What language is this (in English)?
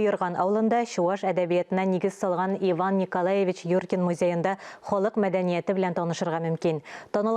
Tatar